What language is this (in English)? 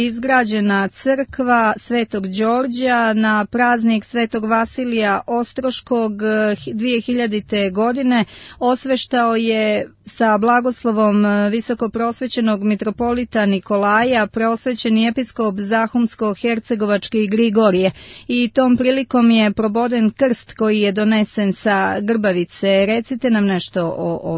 Serbian